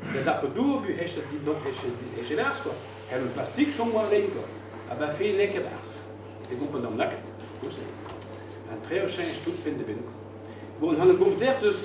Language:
Breton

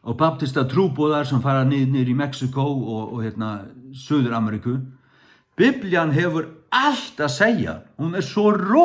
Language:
Faroese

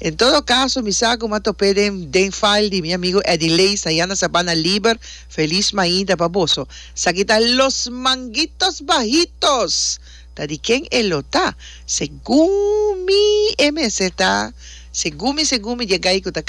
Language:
Papiamento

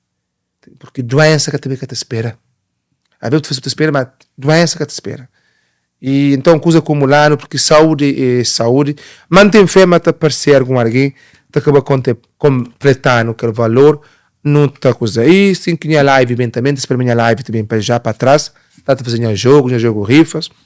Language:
Kabuverdianu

